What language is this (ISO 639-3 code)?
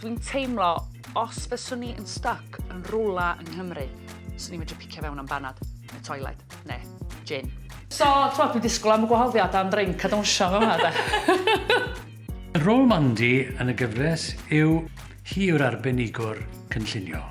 cym